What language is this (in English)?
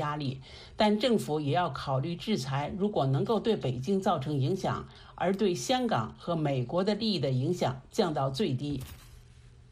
Chinese